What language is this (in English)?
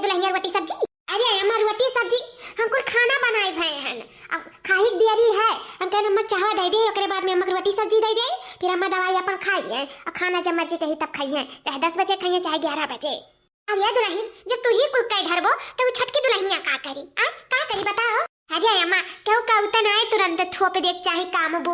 Awadhi